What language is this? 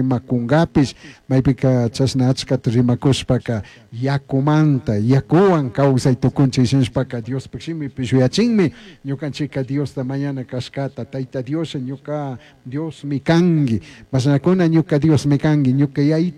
Chimborazo Highland Quichua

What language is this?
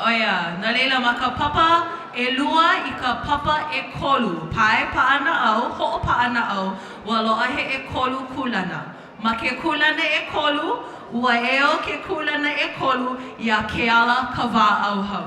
Hawaiian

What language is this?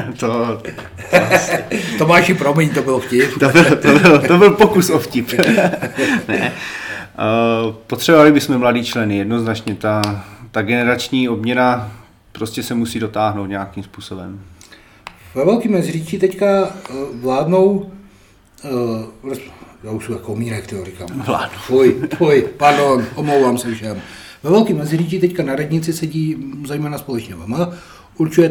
Czech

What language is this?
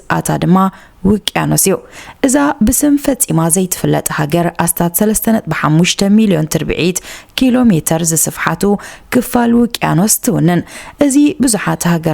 Tigrinya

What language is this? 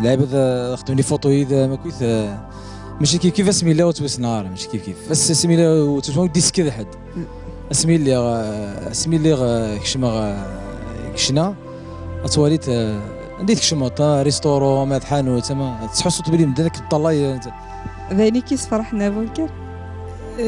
Kabyle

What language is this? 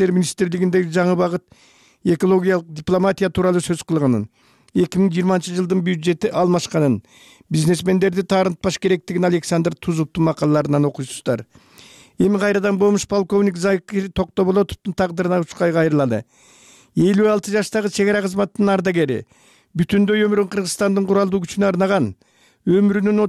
Kyrgyz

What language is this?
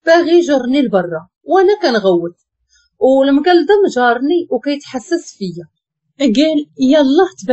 Moroccan Arabic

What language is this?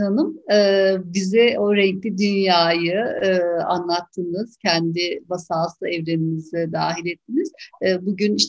Turkish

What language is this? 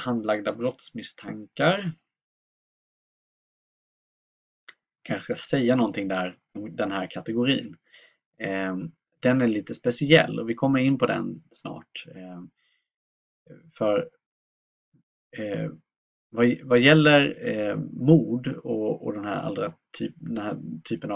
Swedish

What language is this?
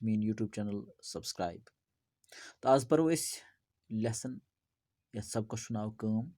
Kashmiri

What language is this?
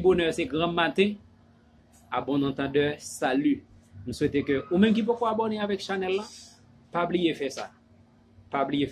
Haitian Creole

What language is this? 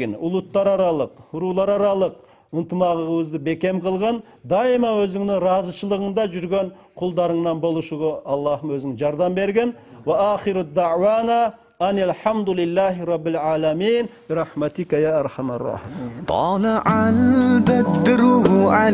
Kyrgyz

